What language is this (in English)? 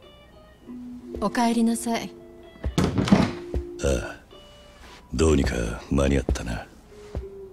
Japanese